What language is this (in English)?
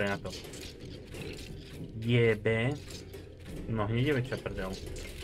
Slovak